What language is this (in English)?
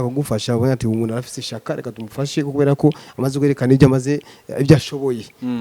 Rundi